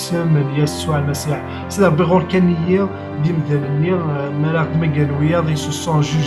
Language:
Kabyle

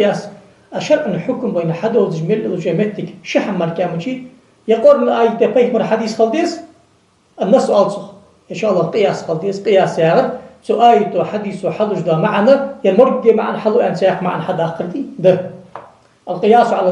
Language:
Ingush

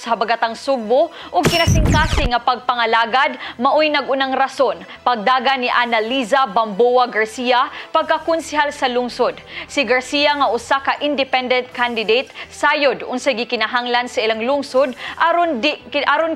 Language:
Cebuano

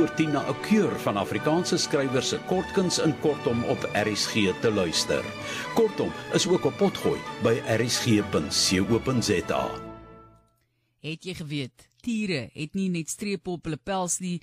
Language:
Afrikaans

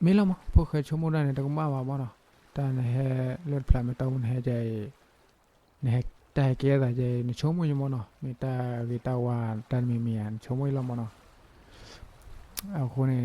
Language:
S'gaw Karen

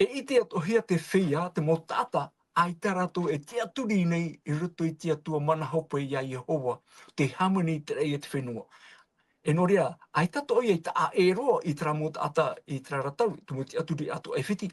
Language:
Tahitian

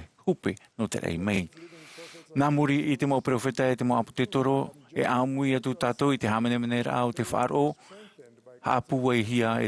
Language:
Tahitian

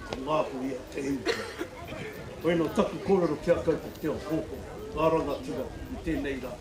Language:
Māori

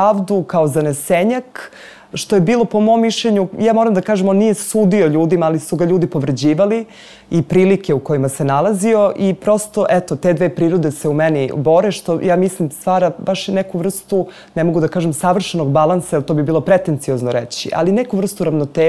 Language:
Serbian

